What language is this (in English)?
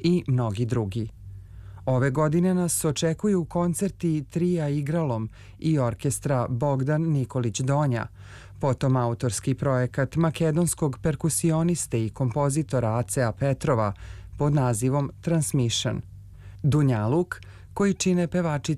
Serbian